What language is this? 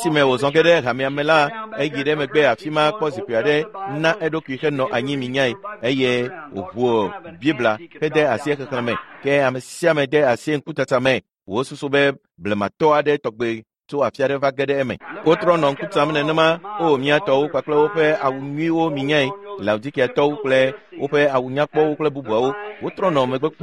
Ewe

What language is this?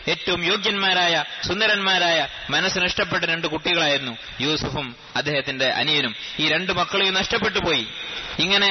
Malayalam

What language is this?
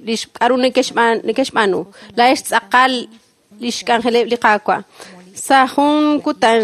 Kekchí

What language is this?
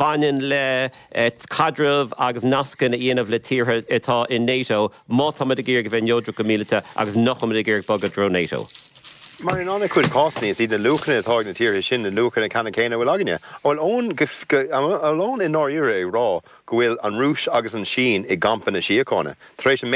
Irish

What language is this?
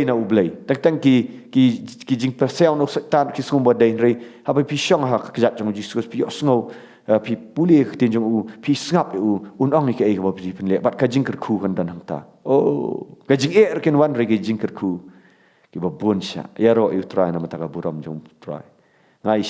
Khasi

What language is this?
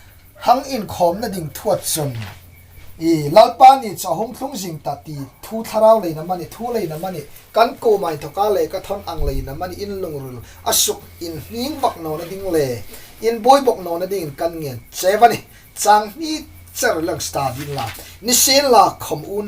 Hmar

